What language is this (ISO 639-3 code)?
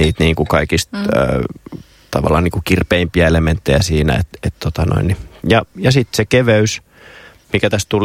fin